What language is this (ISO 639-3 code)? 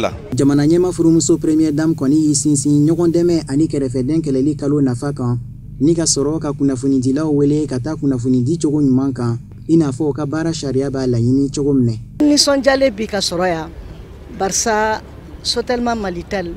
bam